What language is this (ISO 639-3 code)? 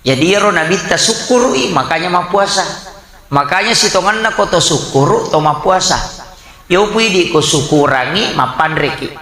bug